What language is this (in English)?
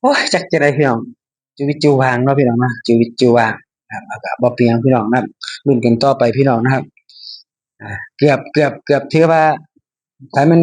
Northeastern Thai